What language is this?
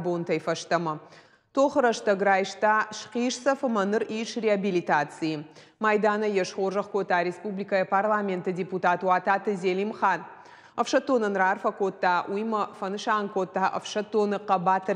Ossetic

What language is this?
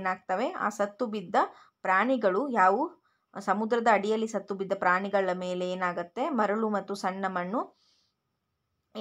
Kannada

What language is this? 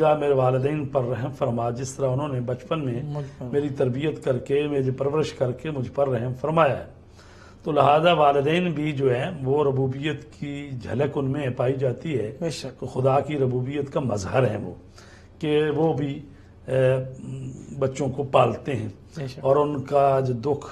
Urdu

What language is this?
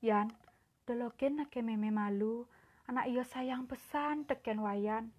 Balinese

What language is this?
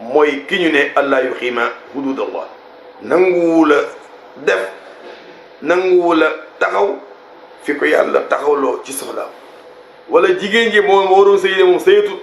Wolof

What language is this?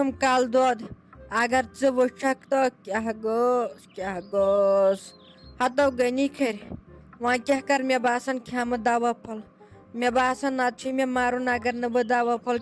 Kashmiri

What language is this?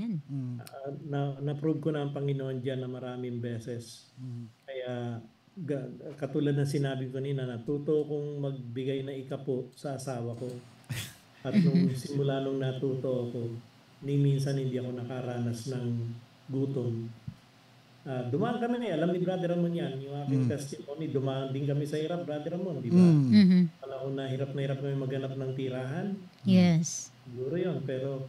Filipino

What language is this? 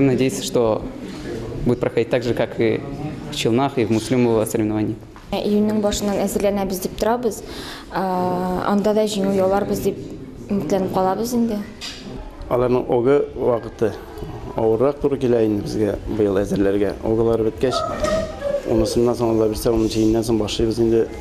Tatar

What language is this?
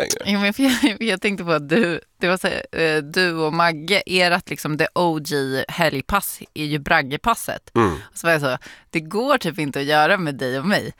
Swedish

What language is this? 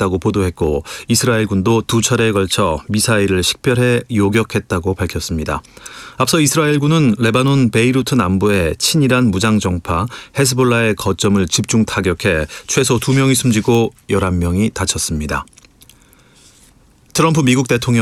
Korean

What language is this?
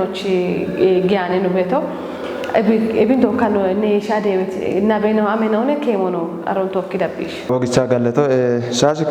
Kafa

